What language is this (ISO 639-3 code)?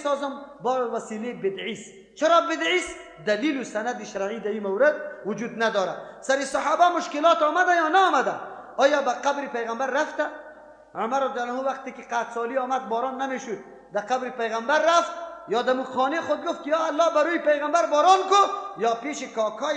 fas